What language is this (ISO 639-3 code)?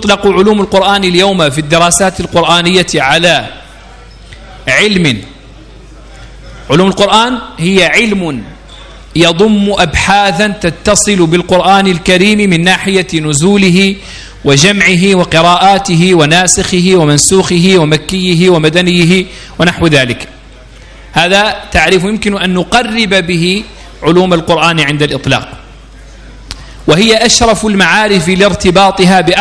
ara